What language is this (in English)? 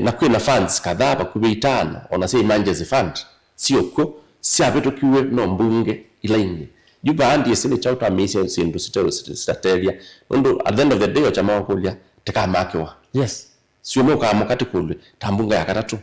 Kamba